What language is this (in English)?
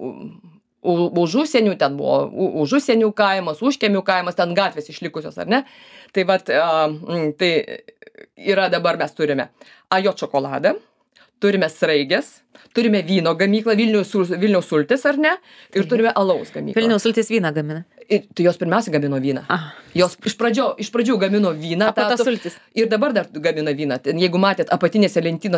Lithuanian